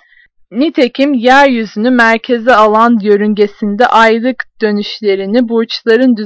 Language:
Turkish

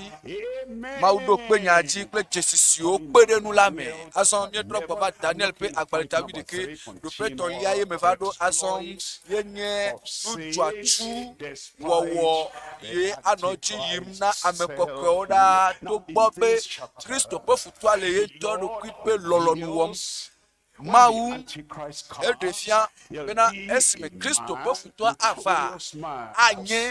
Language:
Ewe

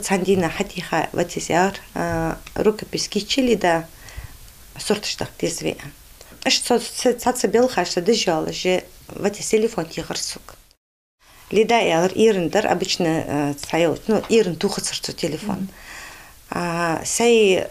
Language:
Ingush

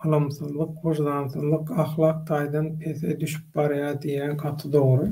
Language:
Turkmen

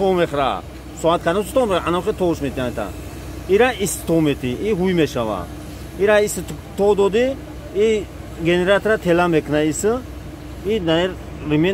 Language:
Tajik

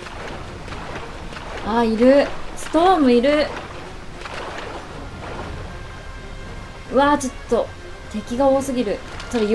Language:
Japanese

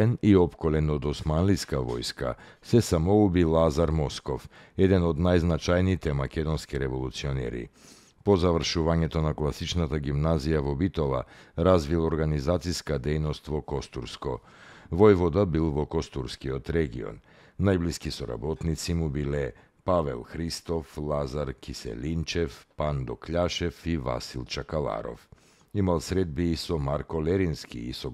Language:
Macedonian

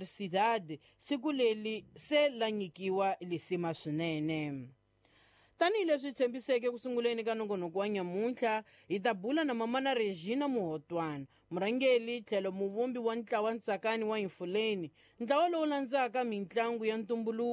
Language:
Tsonga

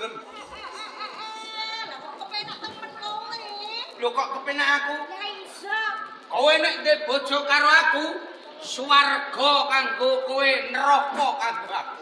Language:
Javanese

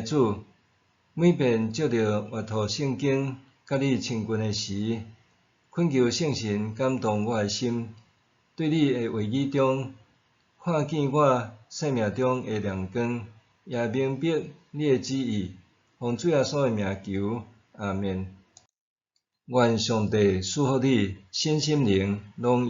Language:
Min Nan Chinese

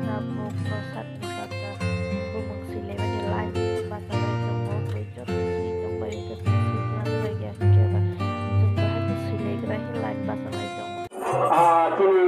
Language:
Kok Borok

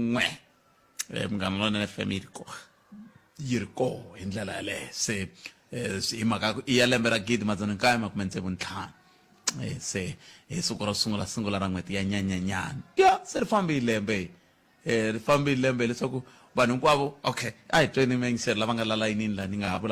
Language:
Tsonga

